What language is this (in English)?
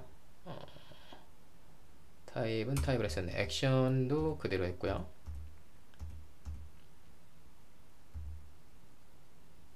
Korean